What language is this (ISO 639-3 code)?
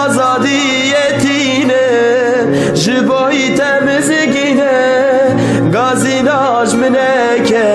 kur